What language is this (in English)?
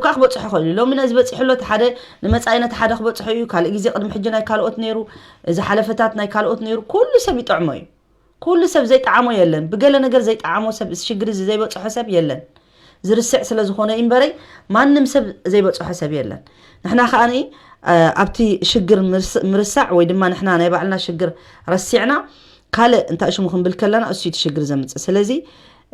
Tigrinya